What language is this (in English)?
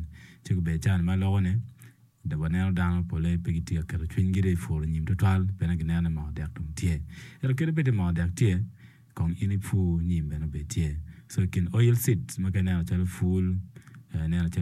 Acoli